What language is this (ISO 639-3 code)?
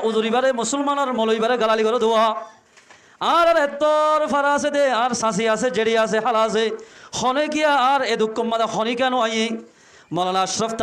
rhg